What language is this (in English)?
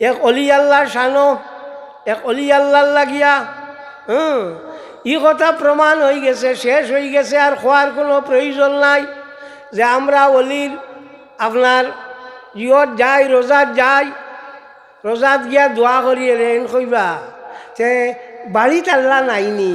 Sylheti